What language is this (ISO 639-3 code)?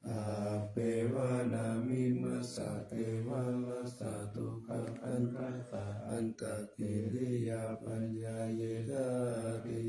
pli